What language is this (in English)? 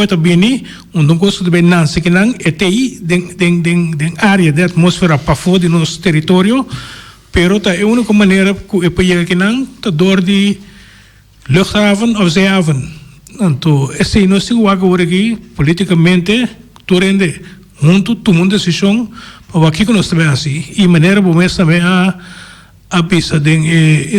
Papiamento